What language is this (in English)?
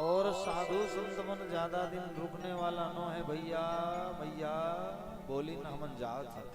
Chhattisgarhi